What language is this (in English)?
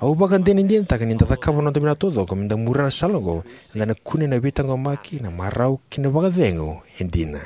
Fijian